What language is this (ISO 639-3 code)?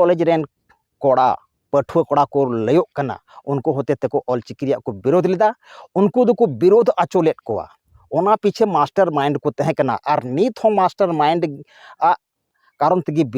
sat